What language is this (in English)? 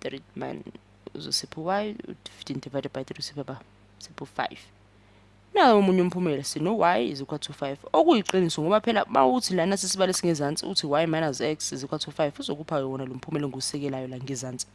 Zulu